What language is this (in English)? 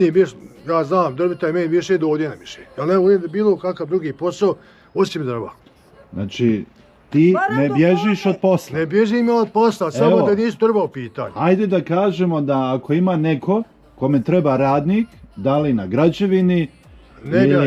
Bosnian